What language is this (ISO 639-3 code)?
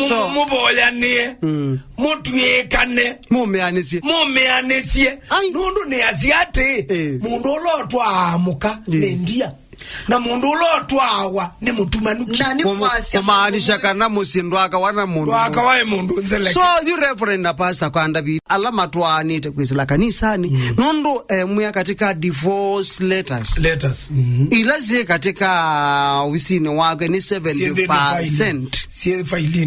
kam